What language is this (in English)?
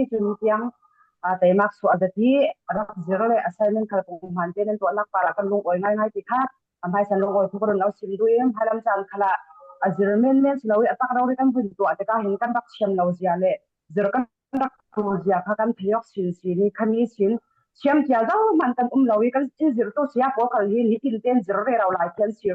Falam Chin